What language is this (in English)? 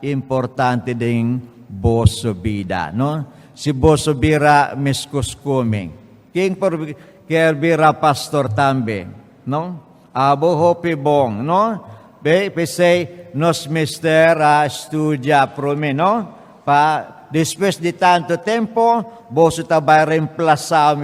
Papiamento